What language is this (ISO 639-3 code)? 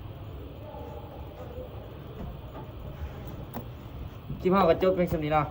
lao